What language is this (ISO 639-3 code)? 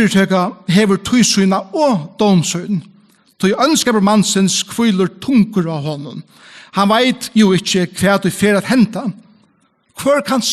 fao